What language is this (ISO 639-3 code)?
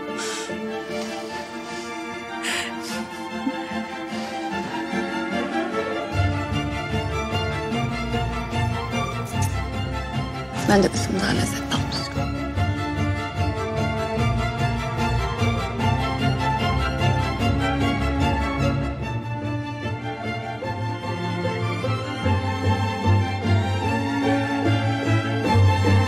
tur